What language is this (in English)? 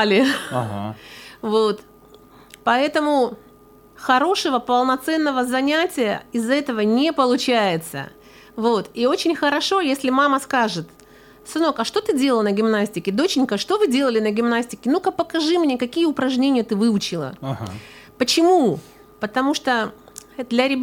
Russian